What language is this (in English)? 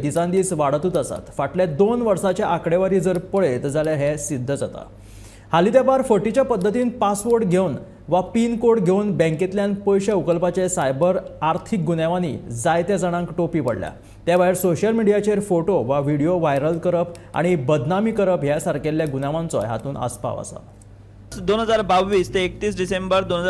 Konkani